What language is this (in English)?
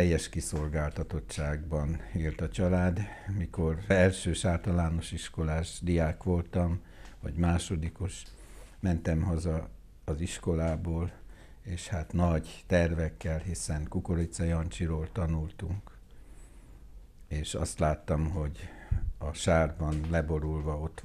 Hungarian